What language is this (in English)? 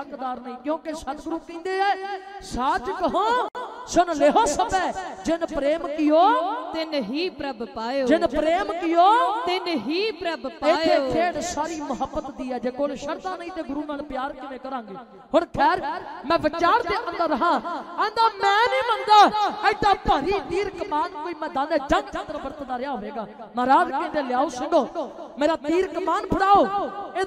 Punjabi